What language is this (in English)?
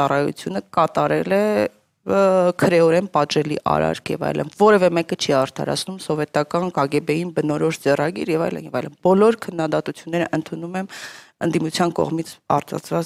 Armenian